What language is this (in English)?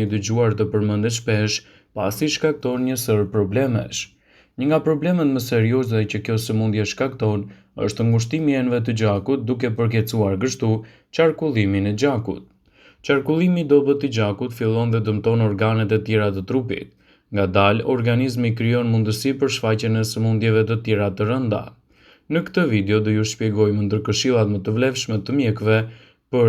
Albanian